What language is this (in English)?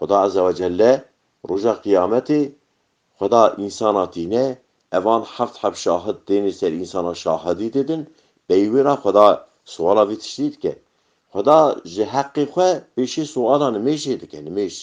Kurdish